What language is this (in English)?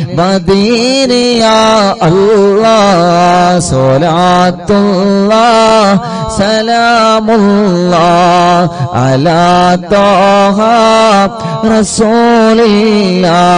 Malayalam